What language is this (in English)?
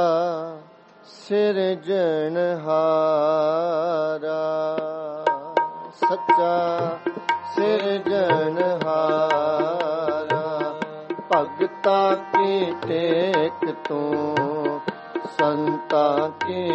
Punjabi